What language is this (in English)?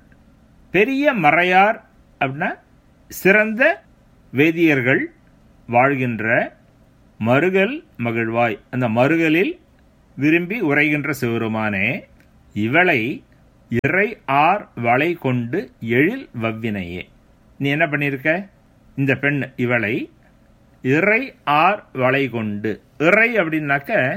Tamil